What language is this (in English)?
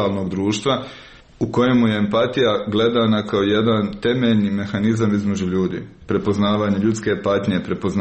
Croatian